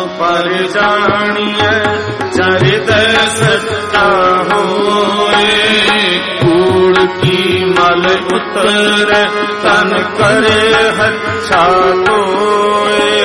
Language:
Punjabi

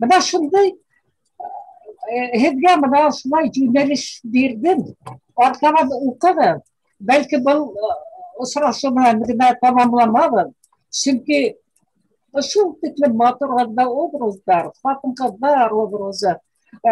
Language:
Bashkir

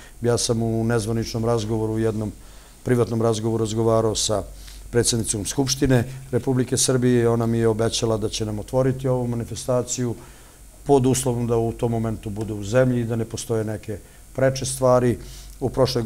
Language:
Serbian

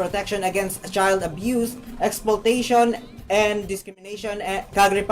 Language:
Hiligaynon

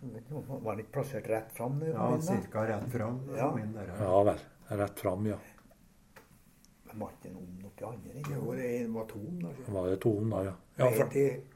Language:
Norwegian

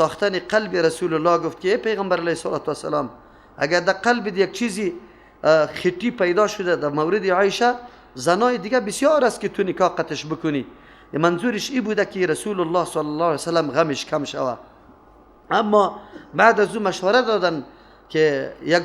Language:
Persian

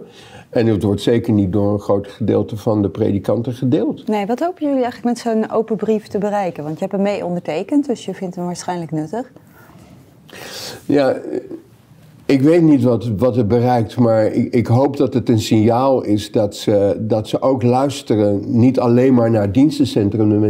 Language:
Dutch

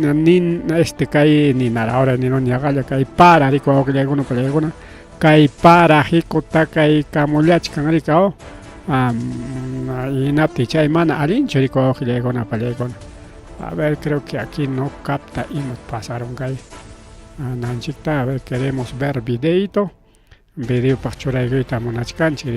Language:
Ayacucho Quechua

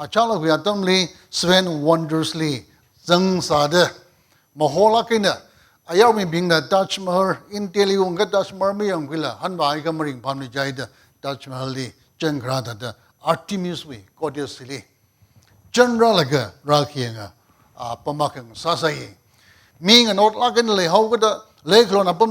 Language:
Tangkhul Naga (India)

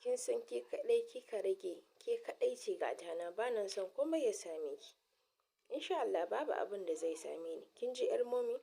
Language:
Hausa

